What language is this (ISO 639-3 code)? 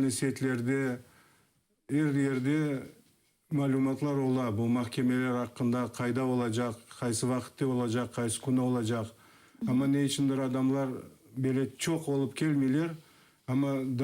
crh